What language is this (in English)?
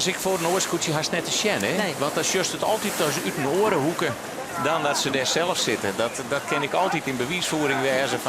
Western Frisian